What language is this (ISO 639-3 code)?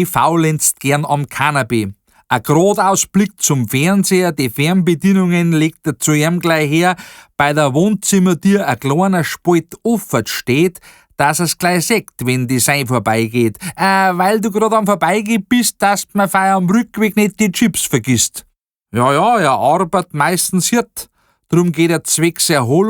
bar